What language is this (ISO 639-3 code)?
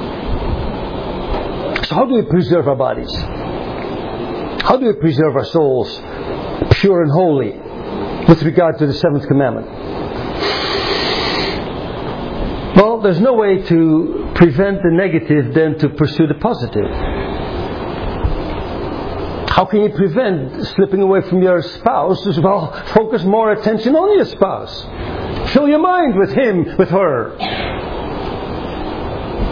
eng